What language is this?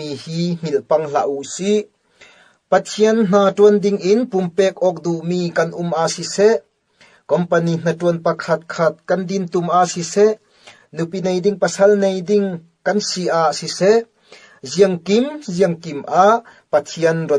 Falam Chin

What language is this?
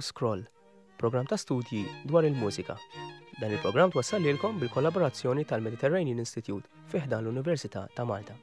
Maltese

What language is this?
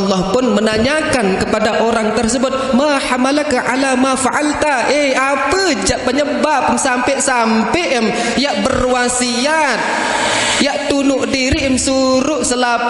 Sasak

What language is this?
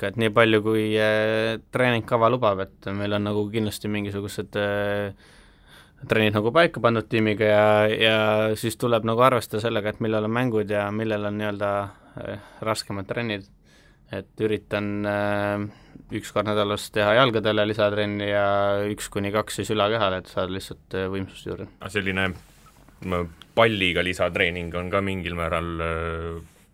Estonian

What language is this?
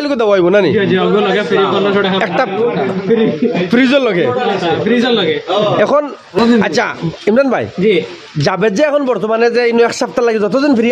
Sylheti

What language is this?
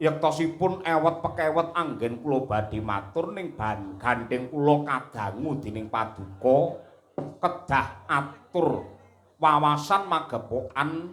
Javanese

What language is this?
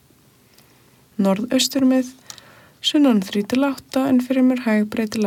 Icelandic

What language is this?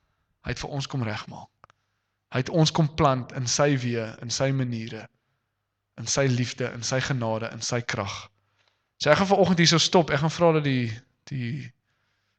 Afrikaans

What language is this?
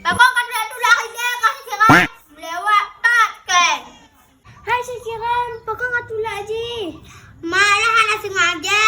Achinese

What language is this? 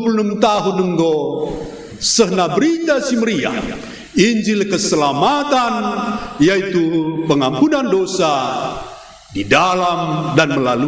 Batak Karo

